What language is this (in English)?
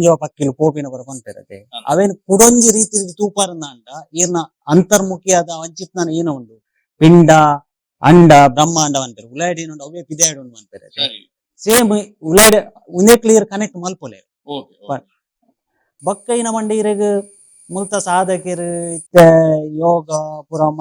Tulu